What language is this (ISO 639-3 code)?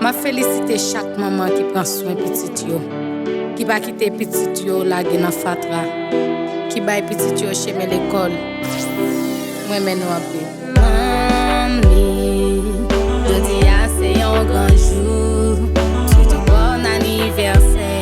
hat